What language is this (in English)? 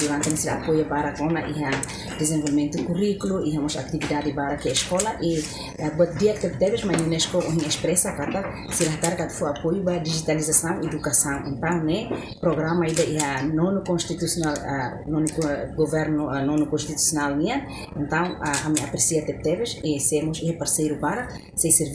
Tetum